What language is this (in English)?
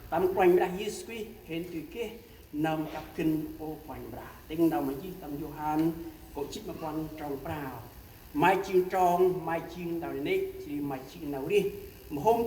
Central Mnong